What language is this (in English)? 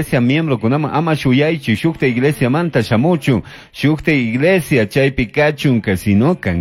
Chimborazo Highland Quichua